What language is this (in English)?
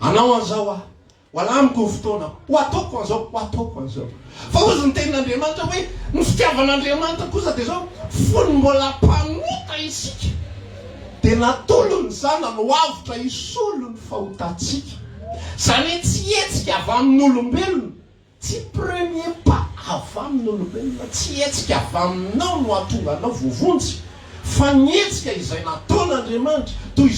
Malagasy